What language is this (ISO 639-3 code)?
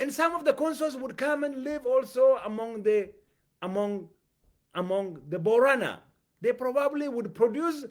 eng